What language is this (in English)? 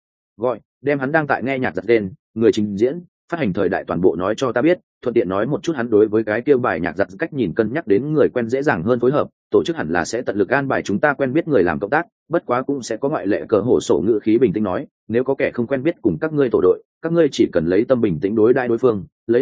Vietnamese